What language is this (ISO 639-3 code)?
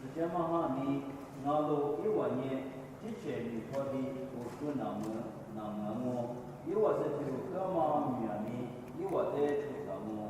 lis